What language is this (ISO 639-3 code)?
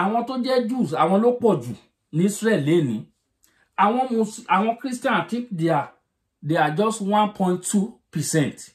yor